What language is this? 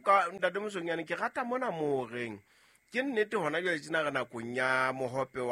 Southern Sotho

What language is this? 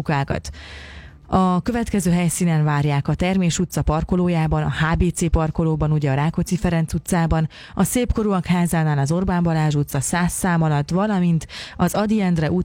Hungarian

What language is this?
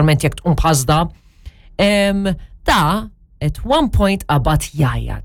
Maltese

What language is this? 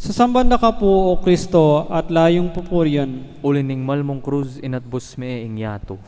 Pampanga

